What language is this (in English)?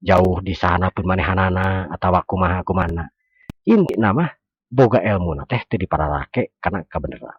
Sundanese